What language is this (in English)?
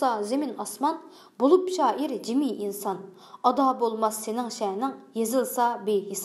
Uyghur